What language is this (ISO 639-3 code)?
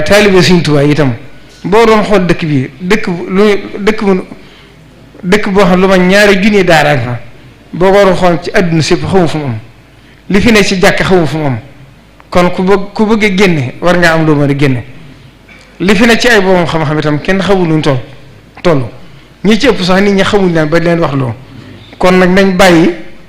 wol